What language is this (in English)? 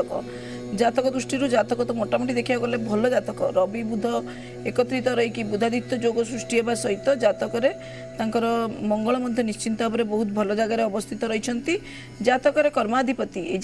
Odia